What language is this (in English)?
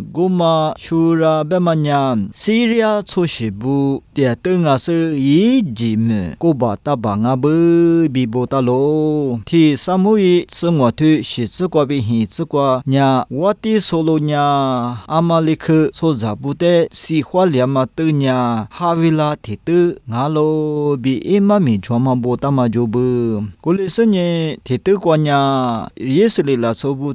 Lisu